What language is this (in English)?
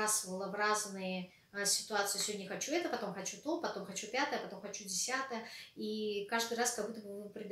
Russian